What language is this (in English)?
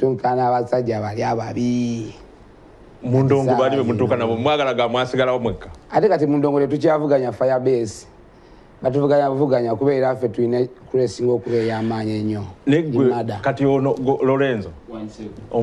Ganda